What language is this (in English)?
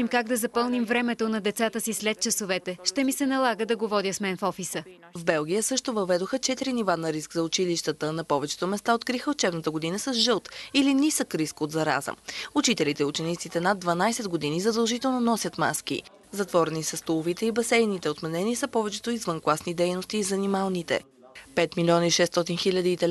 Bulgarian